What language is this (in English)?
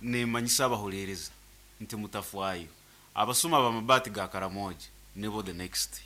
Nyankole